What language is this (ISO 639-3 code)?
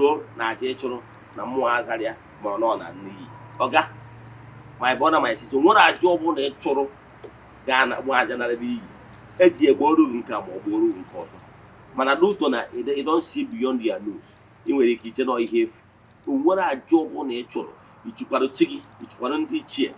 ibo